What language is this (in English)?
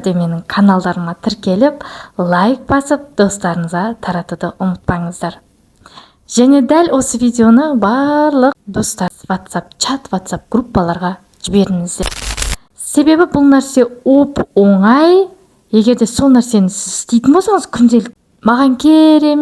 Kazakh